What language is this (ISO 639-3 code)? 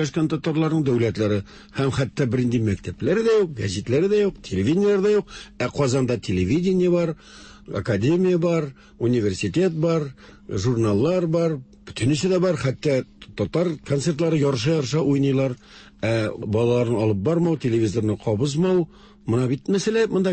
tat